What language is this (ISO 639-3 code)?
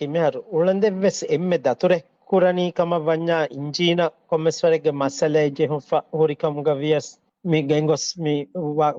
div